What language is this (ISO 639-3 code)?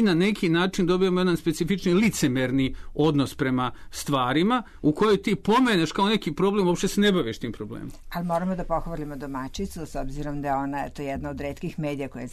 srp